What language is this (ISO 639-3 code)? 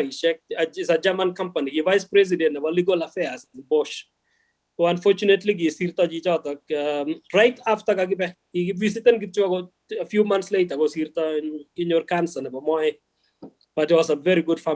kln